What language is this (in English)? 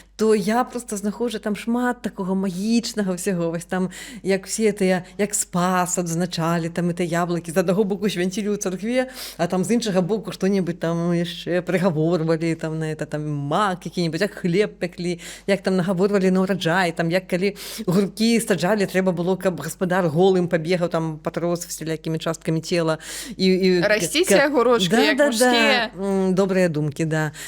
Belarusian